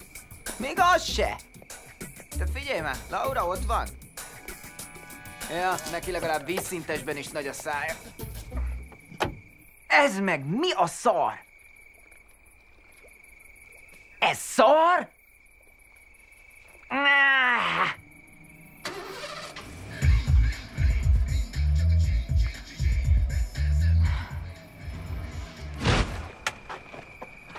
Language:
Hungarian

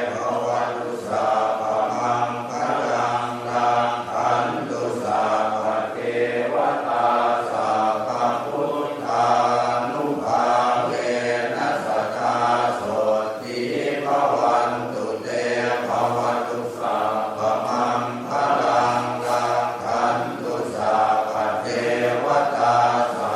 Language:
Pali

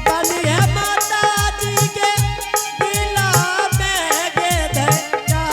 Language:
Angika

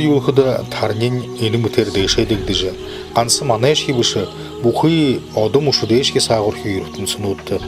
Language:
Buriat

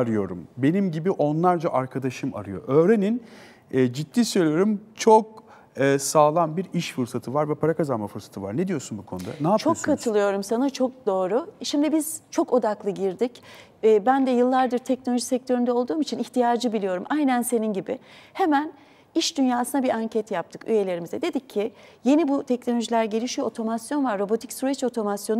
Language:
Turkish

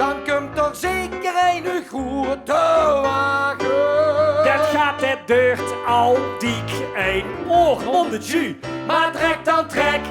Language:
Limburgish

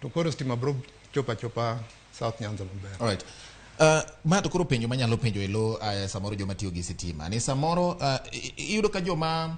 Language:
Luo (Kenya and Tanzania)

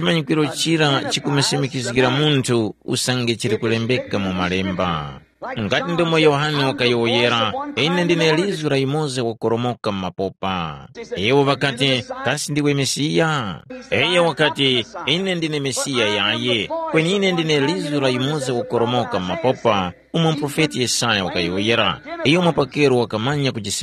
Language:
Tumbuka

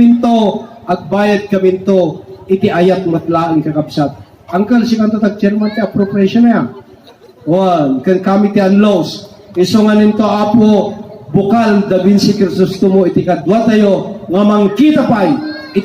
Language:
Iloko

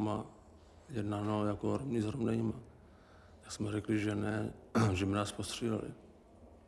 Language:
Czech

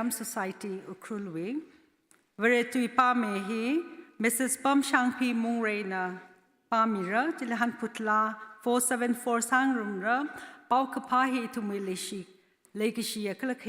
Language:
Tangkhul Naga (India)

